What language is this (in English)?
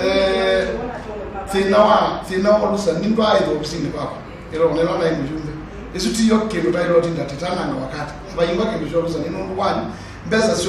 Kamba